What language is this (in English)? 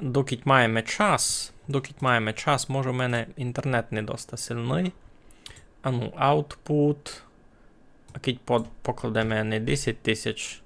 Rusyn